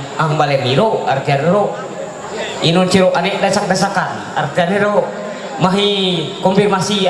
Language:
Ma'anyan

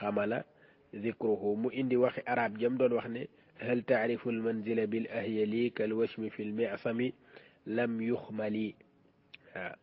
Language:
Wolof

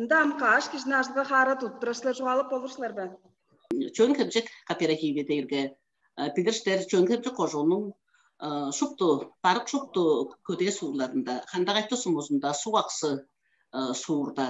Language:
Tuvinian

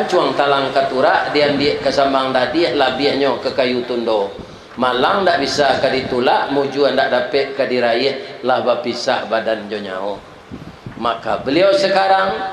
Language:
Minangkabau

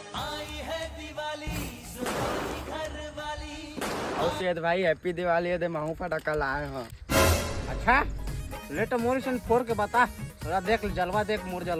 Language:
Chhattisgarhi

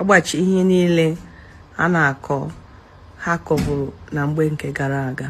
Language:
Igbo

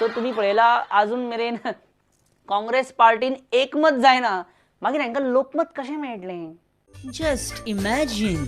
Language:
Konkani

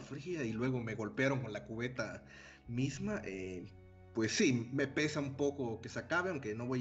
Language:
Spanish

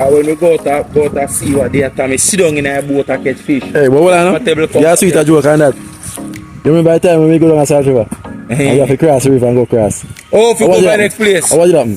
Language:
Jamaican Creole English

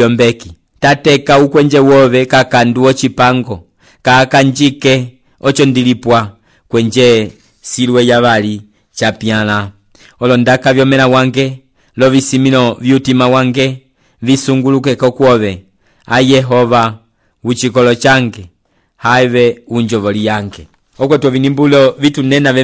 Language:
Umbundu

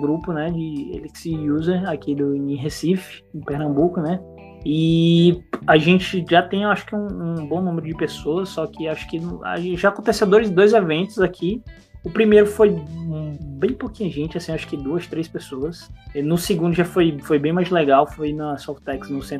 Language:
Portuguese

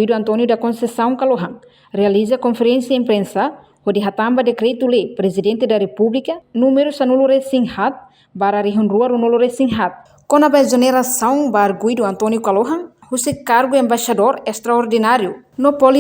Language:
Tetum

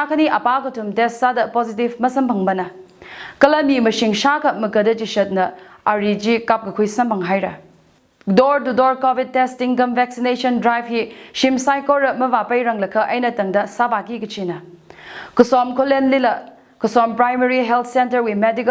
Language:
Tangkhul Naga (India)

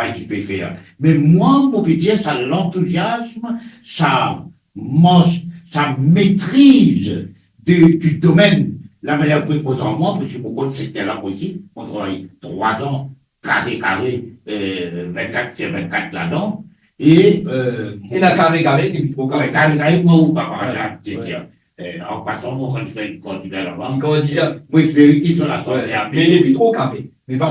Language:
Morisyen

